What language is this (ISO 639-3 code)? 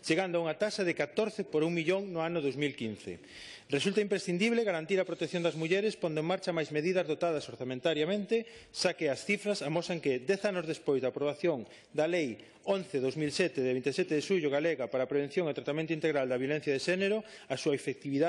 glg